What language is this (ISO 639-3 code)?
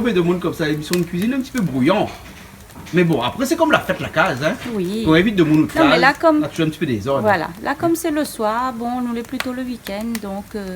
rcf